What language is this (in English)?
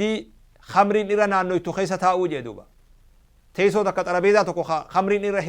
Oromo